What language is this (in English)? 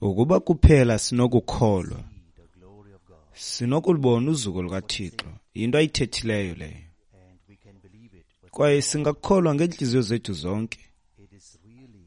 Xhosa